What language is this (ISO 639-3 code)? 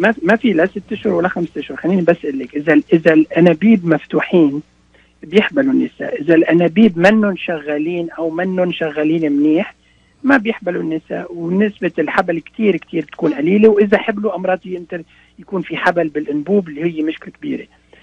apc